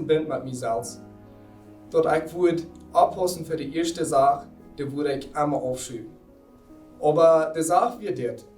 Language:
Plautdietsch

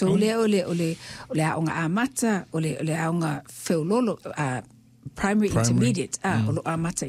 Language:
Samoan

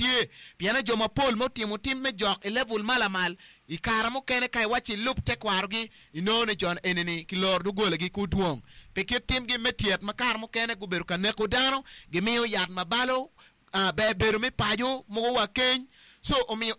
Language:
Acoli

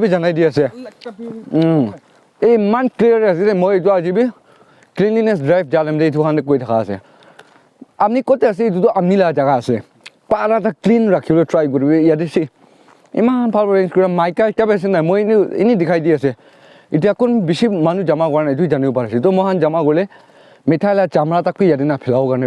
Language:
Naga Pidgin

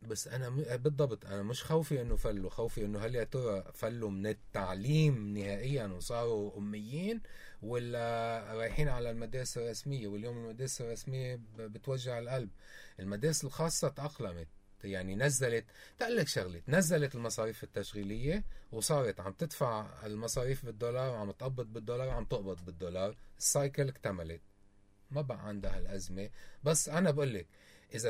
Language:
North Levantine Arabic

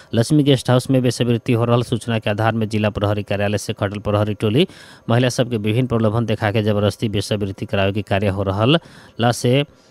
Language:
Bhojpuri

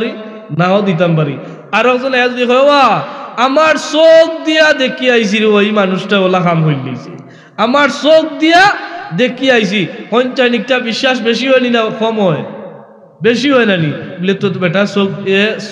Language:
Sylheti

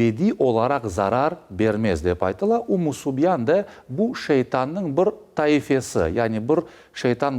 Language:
Crimean Tatar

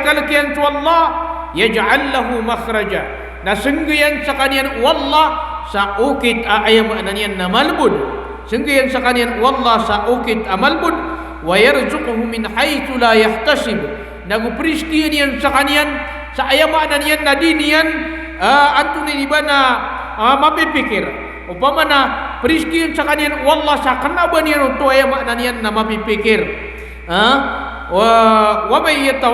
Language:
Maranao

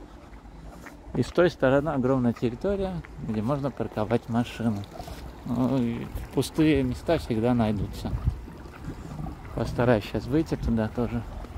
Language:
Russian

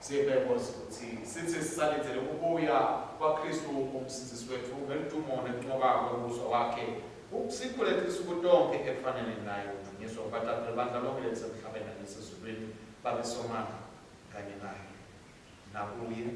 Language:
Swati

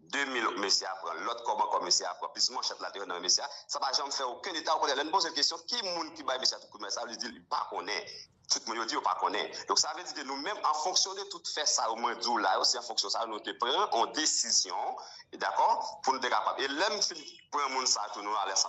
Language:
Haitian Creole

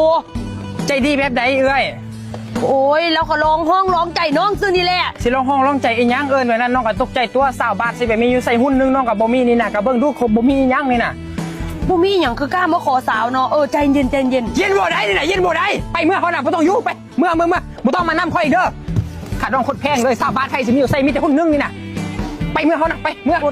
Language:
Lao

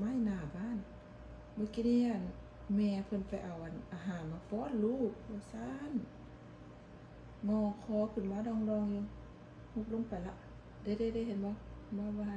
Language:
Lao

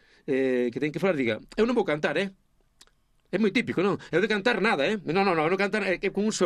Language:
Galician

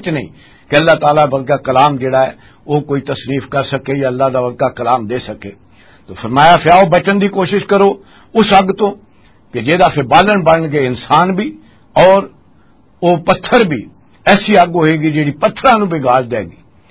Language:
Western Panjabi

